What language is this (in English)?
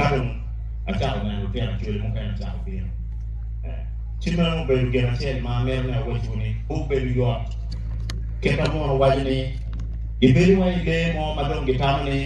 Acoli